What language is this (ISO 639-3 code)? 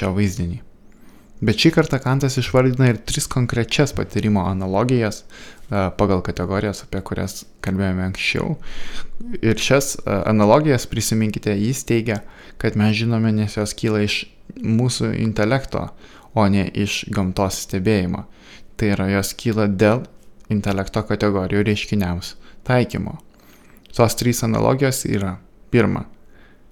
lit